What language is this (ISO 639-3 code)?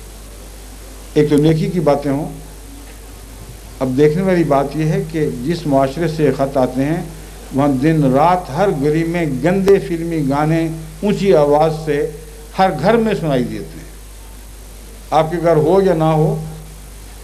urd